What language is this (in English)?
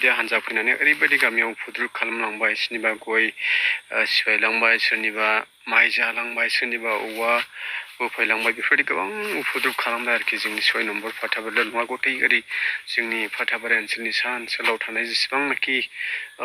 Bodo